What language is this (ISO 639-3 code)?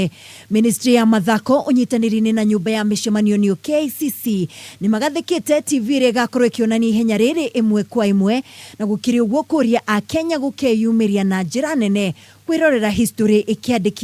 kik